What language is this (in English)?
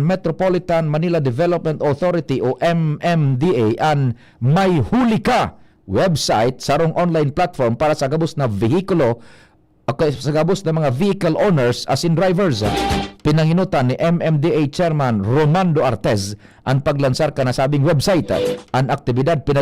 Bikol